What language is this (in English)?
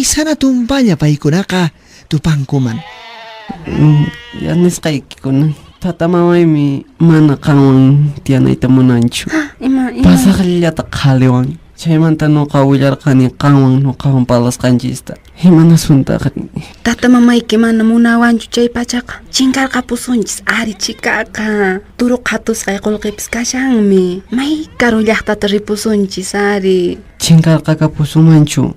Quechua